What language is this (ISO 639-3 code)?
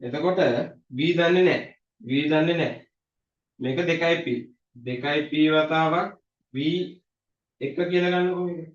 sin